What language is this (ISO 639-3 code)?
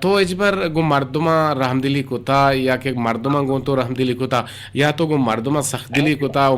bgp